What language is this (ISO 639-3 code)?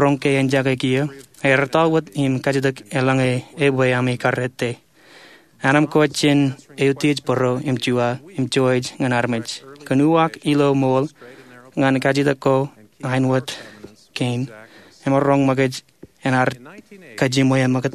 mah